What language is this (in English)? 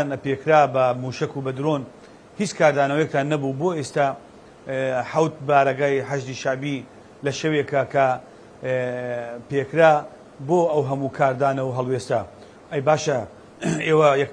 Central Kurdish